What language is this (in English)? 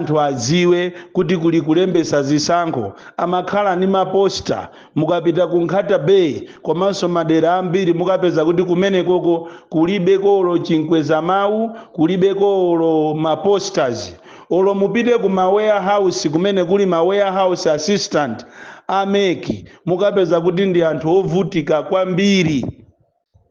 Nyanja